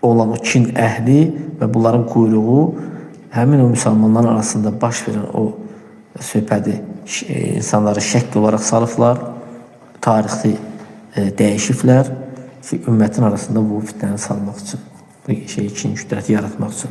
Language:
Azerbaijani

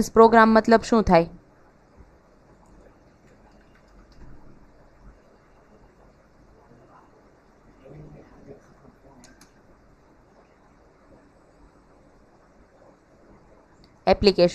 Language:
Gujarati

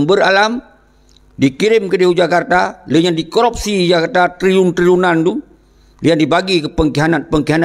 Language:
Achinese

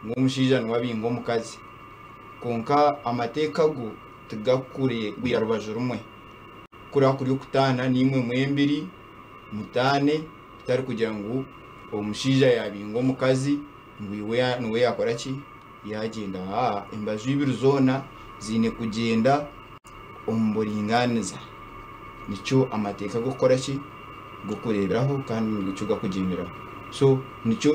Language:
Nyankole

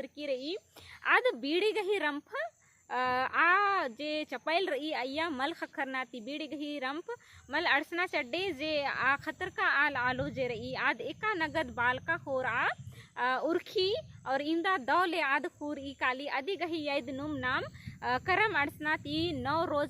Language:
Kurukh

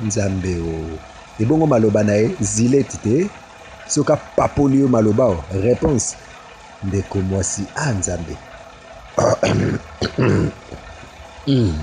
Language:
Lingala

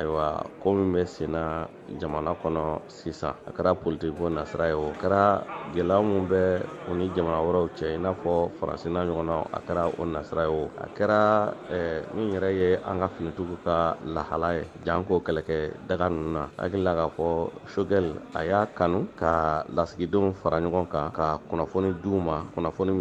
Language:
Bambara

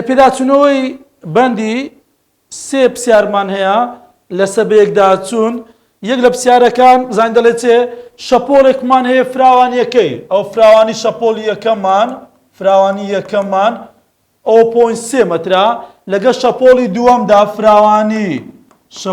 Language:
Central Kurdish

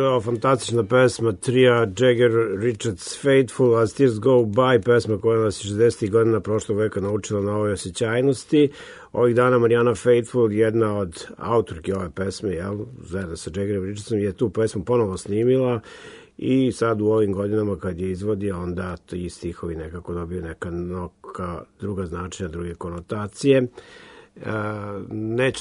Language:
Serbian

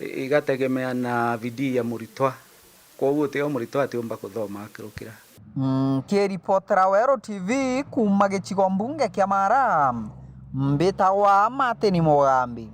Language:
Meru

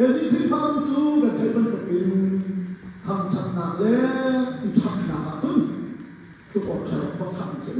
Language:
Hakha Chin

